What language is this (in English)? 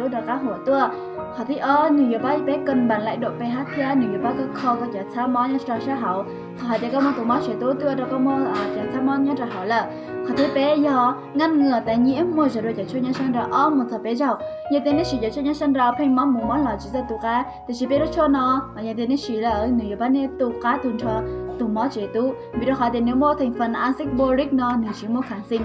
Hmong